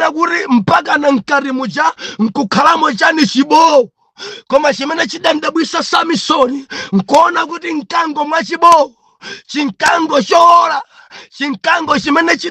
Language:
Nyanja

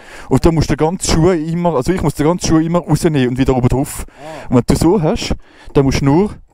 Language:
Swiss German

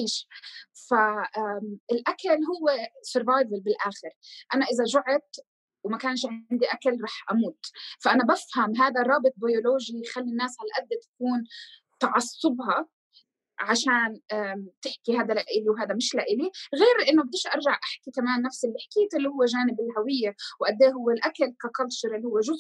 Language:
North Levantine Arabic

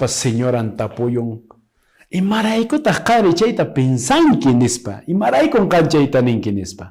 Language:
Quechua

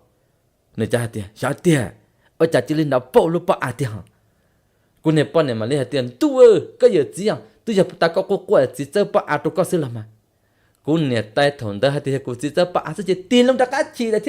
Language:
Hmong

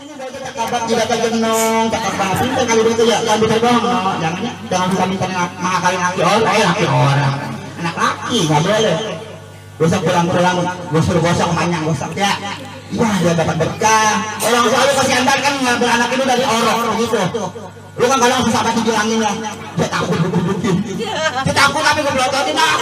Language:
Betawi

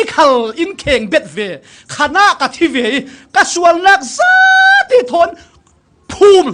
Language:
Falam Chin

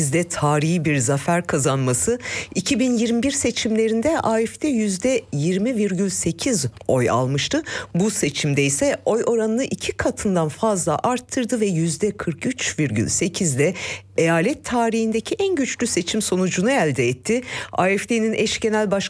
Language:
Turkish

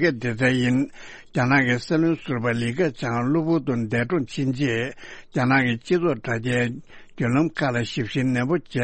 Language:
Tibetan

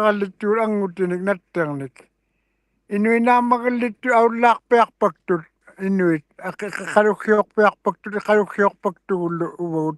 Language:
Western Canadian Inuktitut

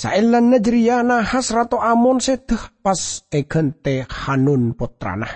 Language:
Madurese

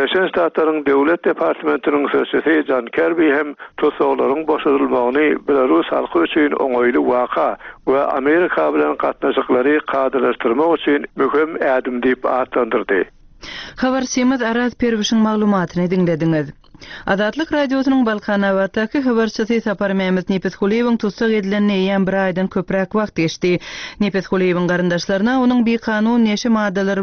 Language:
Turkmen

